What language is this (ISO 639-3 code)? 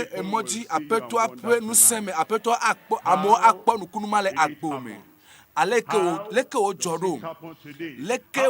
ewe